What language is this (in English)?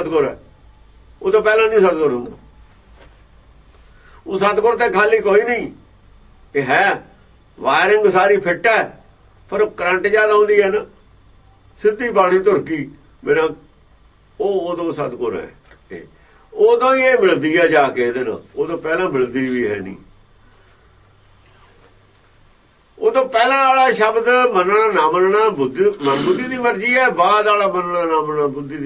Punjabi